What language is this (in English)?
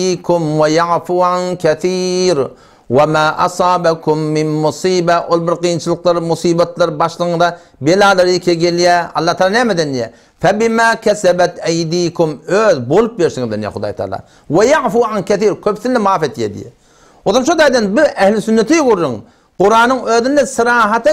Turkmen